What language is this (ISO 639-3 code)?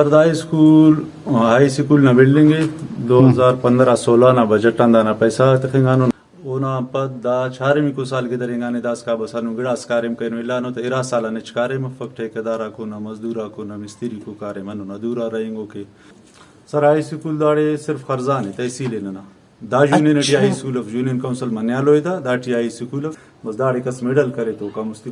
brh